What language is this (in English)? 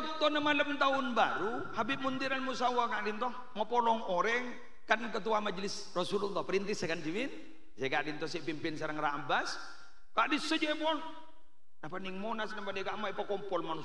Madurese